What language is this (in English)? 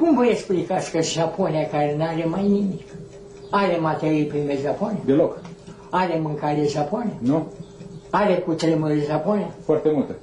Romanian